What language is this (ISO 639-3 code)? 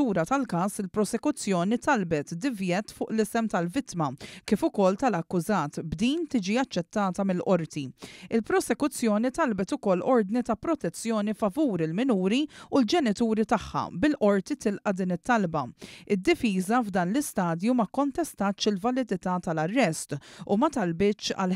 mlt